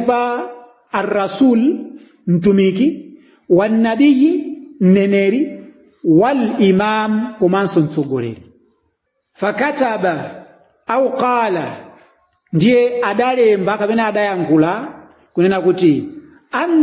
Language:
Nyanja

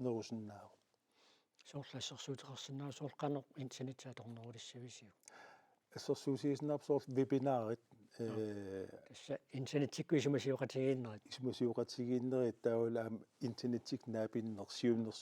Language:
Kalaallisut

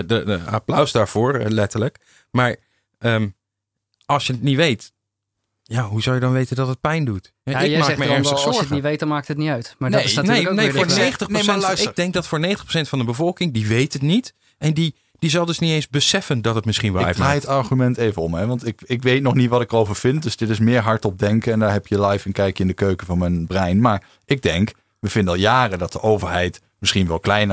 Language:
Dutch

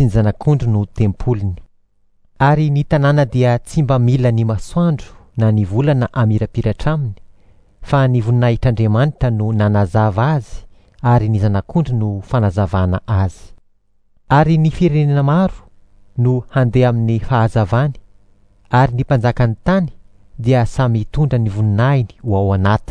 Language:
Malagasy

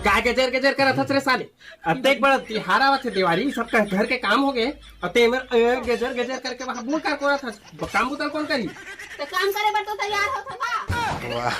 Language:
Chhattisgarhi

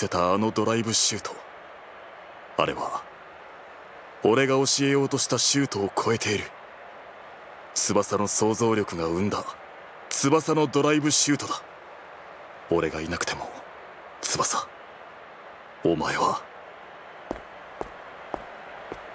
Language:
Japanese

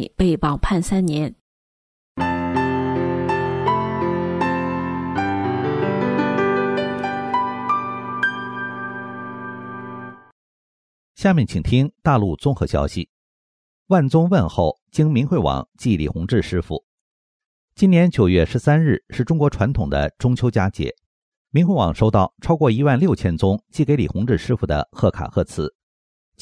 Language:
Chinese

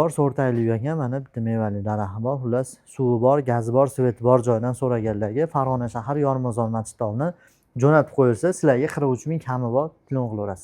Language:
Uzbek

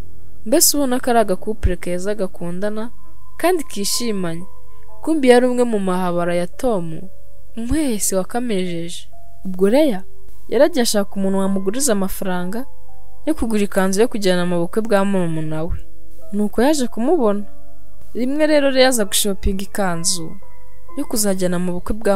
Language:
Kinyarwanda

